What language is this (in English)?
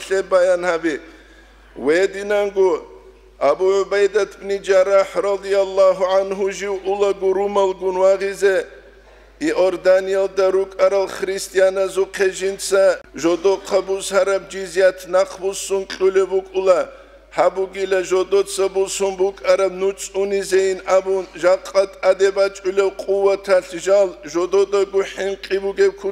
Avaric